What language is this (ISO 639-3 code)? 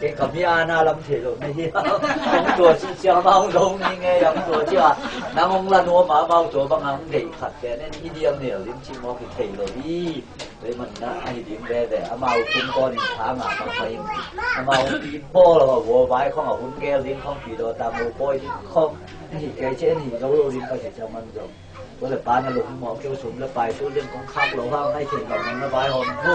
ctd